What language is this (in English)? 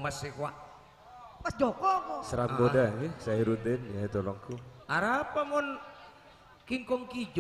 Madurese